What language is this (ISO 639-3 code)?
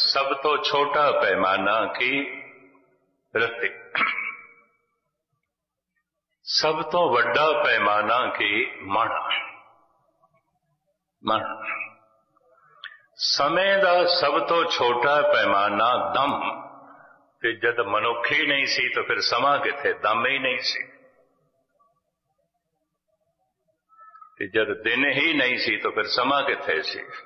pan